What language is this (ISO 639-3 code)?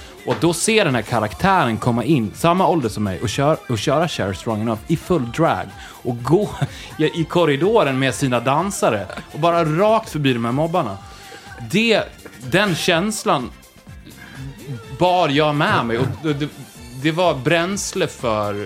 swe